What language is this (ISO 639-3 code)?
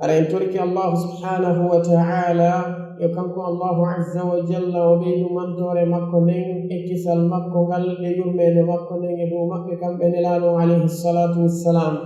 ful